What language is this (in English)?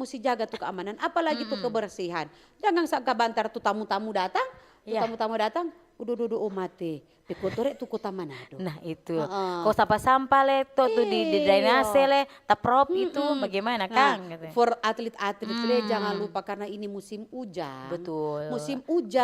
Manado Malay